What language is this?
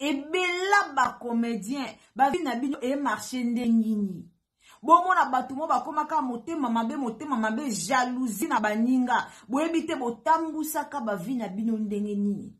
Lingala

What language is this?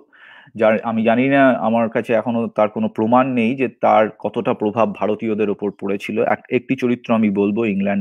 Bangla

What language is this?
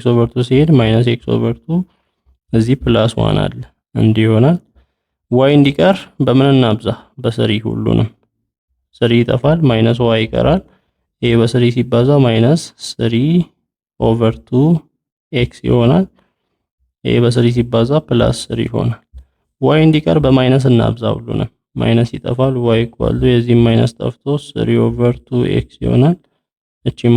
Amharic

